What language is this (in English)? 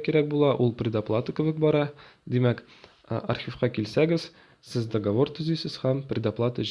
Tatar